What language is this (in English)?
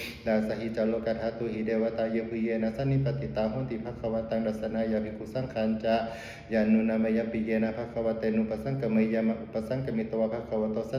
Pali